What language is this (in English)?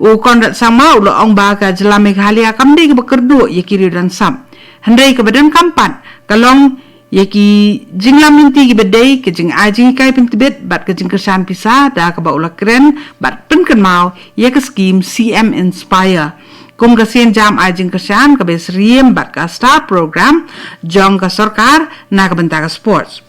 Khasi